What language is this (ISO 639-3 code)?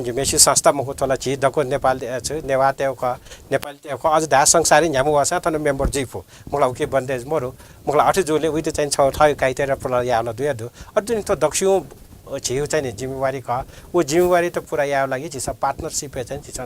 new